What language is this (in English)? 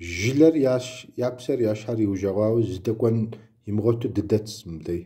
Kabardian